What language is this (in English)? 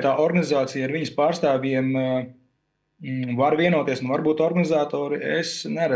Latvian